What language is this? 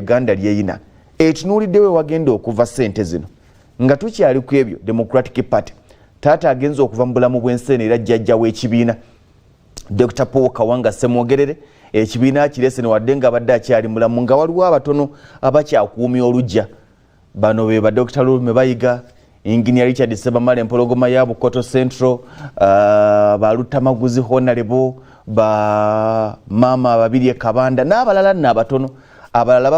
Ganda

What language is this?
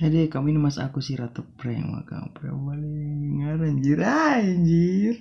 Ambonese Malay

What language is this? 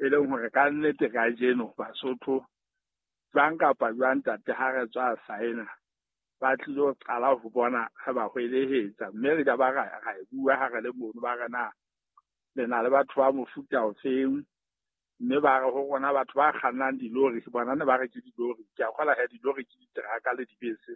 Southern Sotho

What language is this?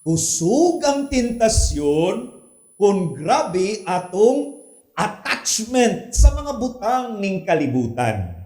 Cebuano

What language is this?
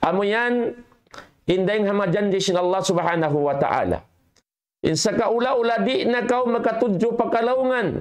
Tausug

